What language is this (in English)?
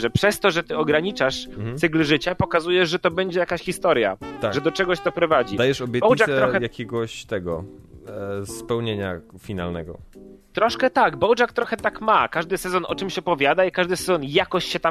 Polish